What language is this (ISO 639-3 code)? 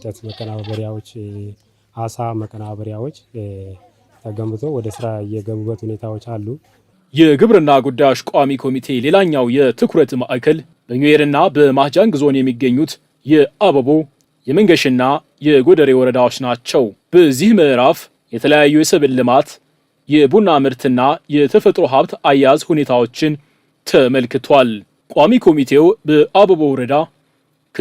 amh